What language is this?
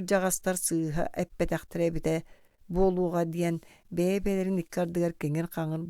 Yakut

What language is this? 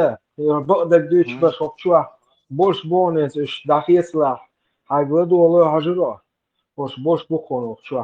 Chechen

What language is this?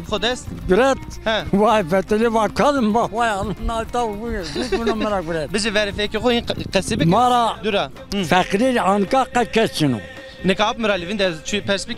Zaza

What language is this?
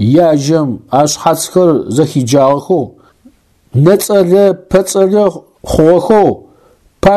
Adyghe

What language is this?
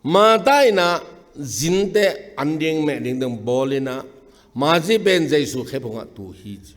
Tedim Chin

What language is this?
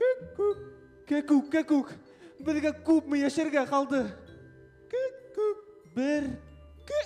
Bashkir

